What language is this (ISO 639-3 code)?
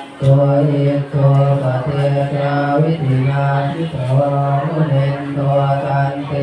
pli